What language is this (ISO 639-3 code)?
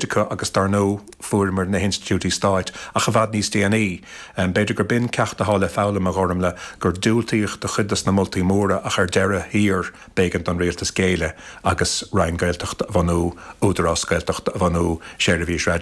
gle